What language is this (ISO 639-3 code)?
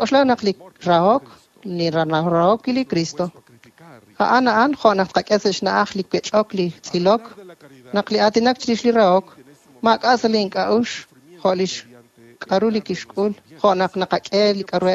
kek